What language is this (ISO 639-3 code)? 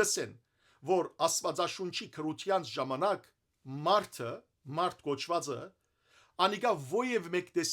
hyw